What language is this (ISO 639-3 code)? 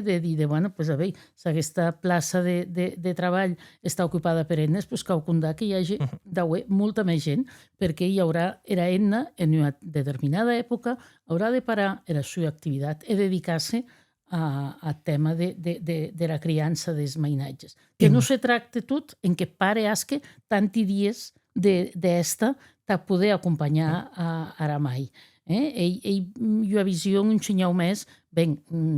oci